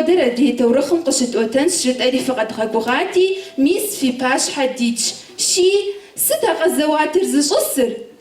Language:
Kabardian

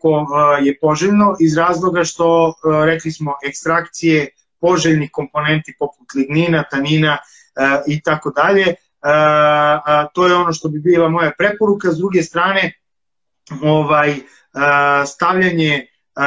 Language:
Serbian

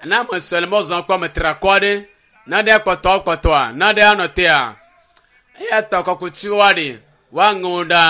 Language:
Ewe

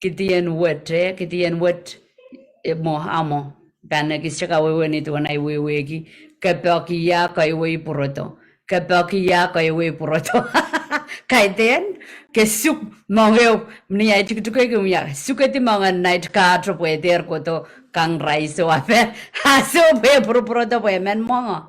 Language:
Pohnpeian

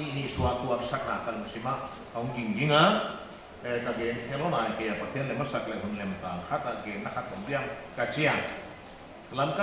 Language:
Paite Chin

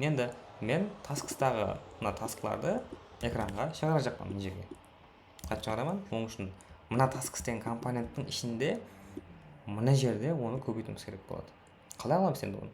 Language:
Kara-Kalpak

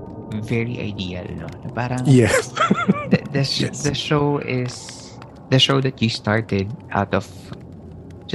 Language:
Filipino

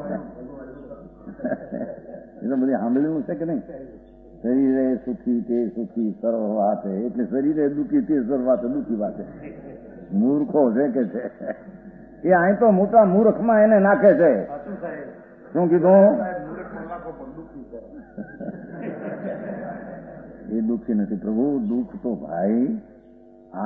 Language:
Gujarati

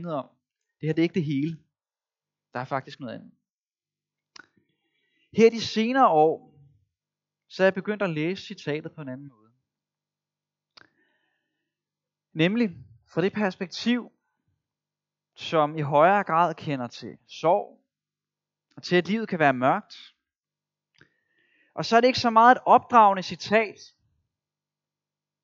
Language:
Danish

